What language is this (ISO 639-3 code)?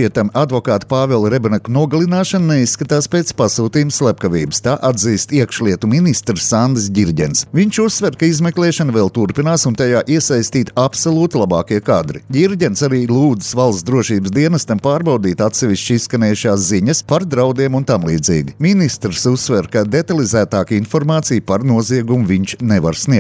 lav